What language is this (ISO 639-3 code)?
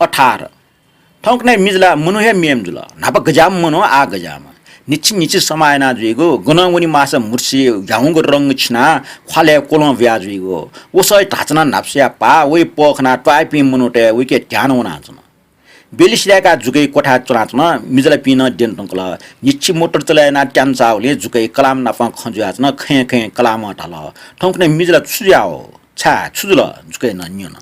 new